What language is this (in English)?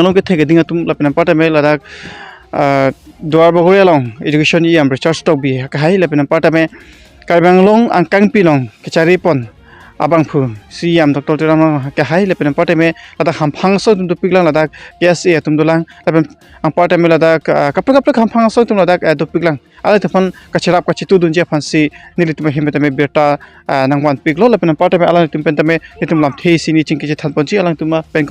Karbi